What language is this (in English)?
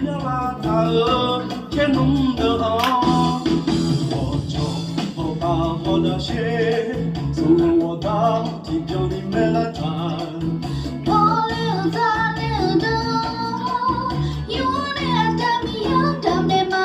Akha